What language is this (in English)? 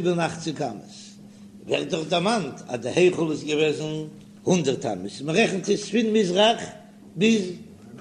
Yiddish